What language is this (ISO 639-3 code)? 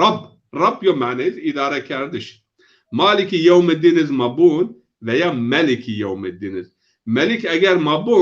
zza